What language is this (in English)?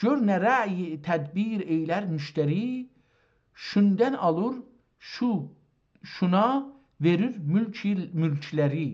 South Azerbaijani